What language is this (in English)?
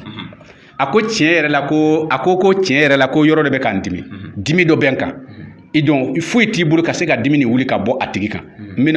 Bambara